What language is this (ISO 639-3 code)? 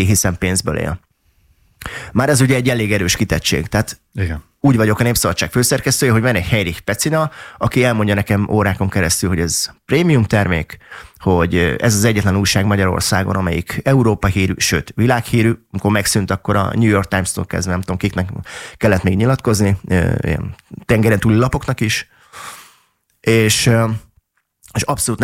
hun